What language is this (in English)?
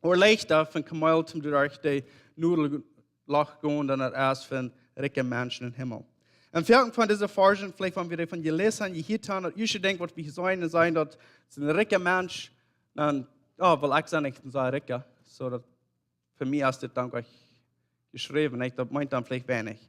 Plautdietsch